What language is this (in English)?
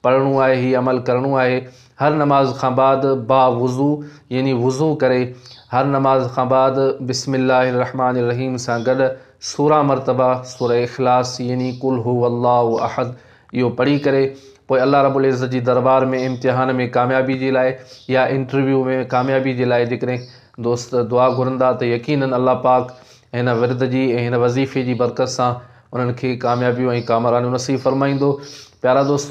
Sindhi